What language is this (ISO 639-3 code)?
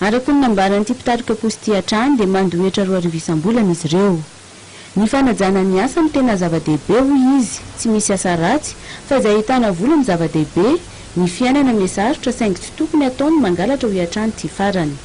mlg